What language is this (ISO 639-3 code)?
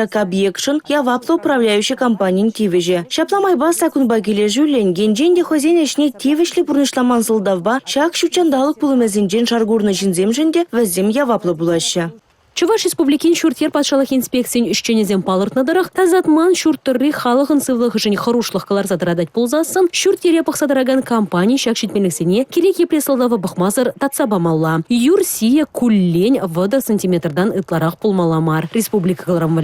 chv